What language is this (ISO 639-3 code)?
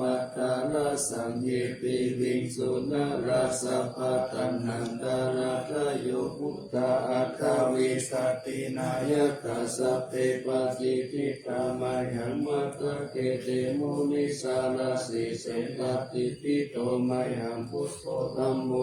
pli